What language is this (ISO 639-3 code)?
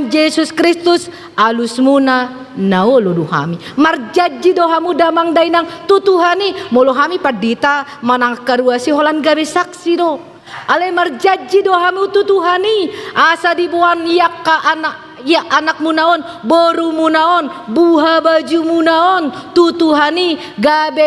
bbc